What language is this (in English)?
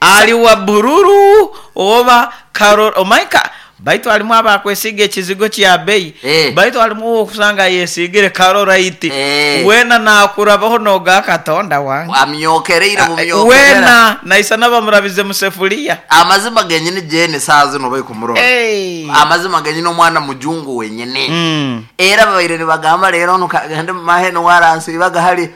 Nyoro